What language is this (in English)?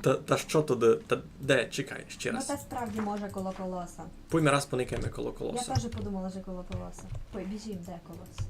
Rusyn